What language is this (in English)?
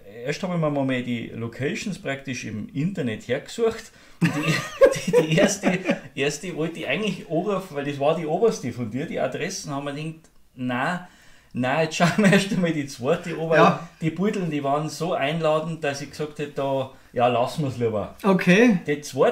Bavarian